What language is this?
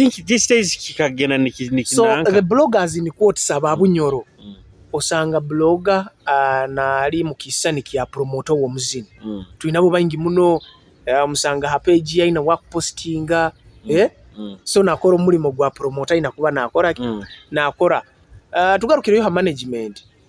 Nyoro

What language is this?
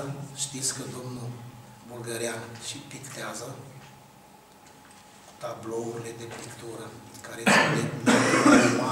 Romanian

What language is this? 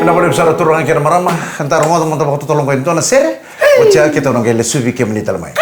Fijian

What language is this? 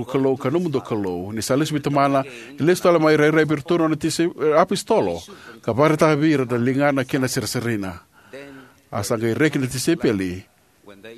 Fijian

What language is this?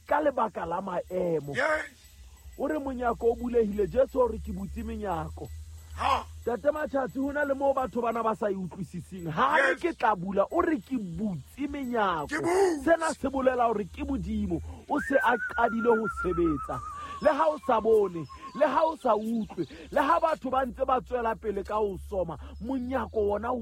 Southern Sotho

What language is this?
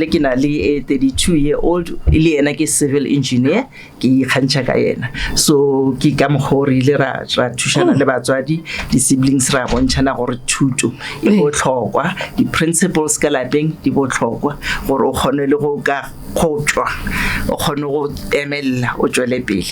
Northern Sotho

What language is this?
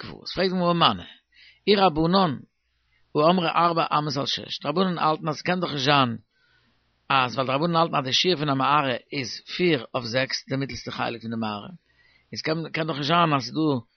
Yiddish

